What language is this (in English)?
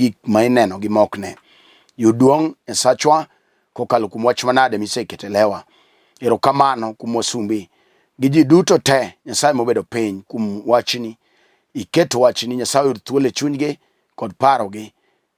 Luo (Kenya and Tanzania)